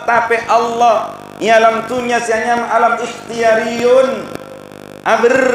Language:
Madurese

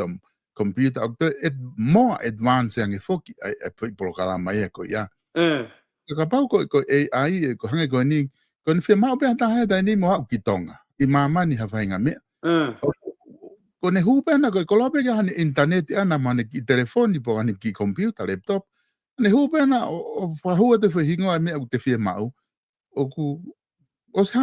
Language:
Tongan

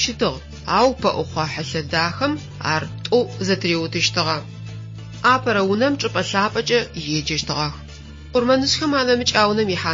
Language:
Adyghe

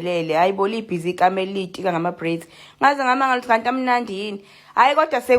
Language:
Zulu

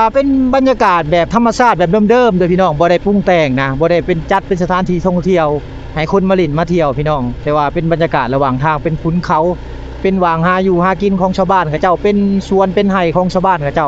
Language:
Lao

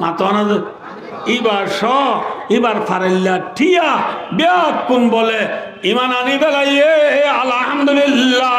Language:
Rohingya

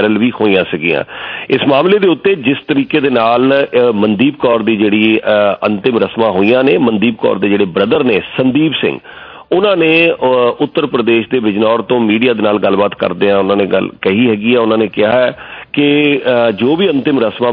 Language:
Punjabi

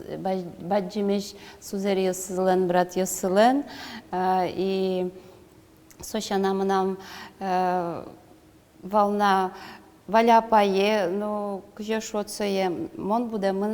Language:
Udmurt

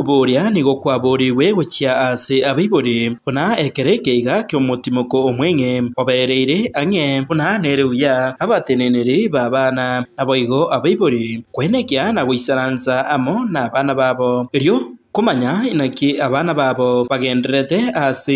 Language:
Gusii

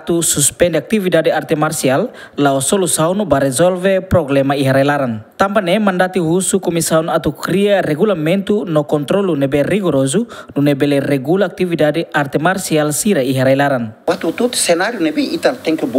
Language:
Tetum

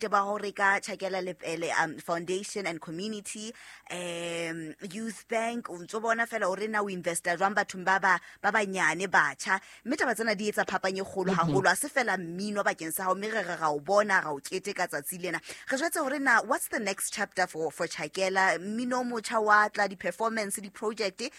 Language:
Southern Sotho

